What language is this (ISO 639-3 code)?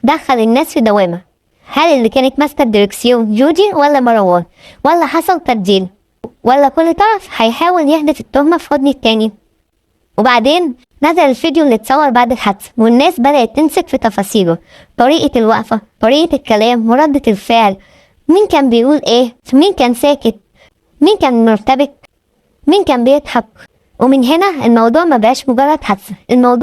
arz